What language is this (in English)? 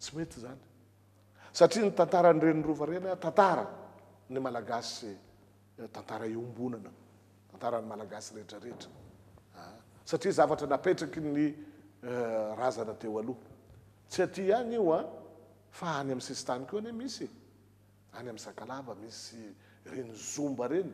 Malagasy